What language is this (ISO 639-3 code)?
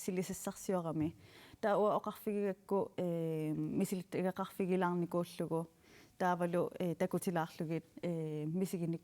kal